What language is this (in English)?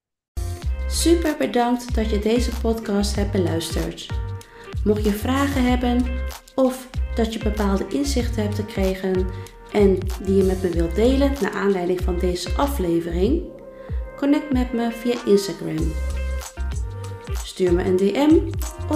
Dutch